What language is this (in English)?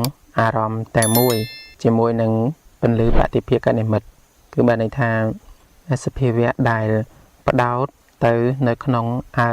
Khmer